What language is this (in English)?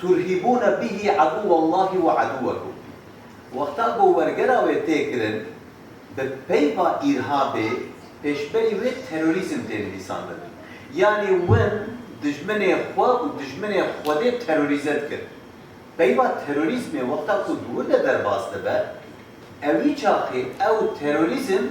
Kurdish